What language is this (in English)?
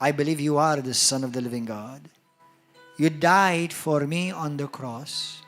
English